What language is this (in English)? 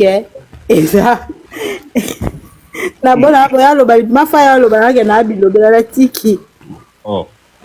Lingala